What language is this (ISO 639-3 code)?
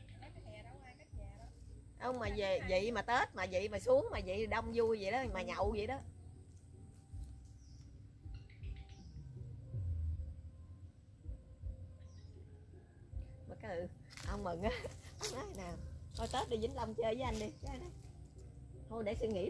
vie